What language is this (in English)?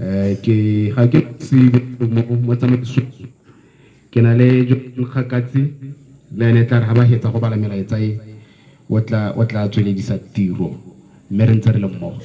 Tswana